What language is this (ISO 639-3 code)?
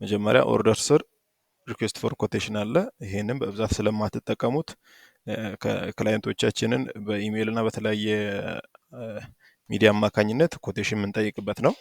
amh